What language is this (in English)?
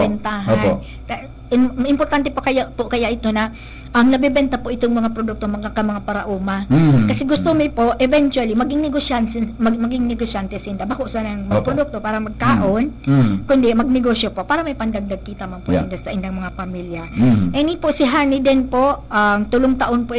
Bikol